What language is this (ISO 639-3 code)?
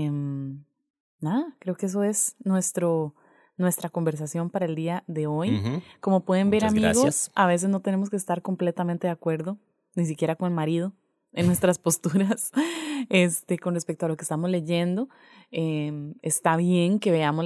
spa